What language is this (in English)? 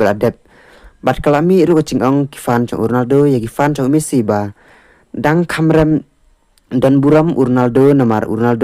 Khasi